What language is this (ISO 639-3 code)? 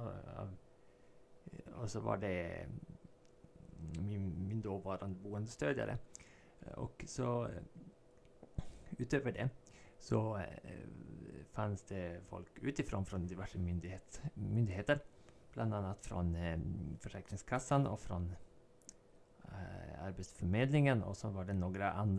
swe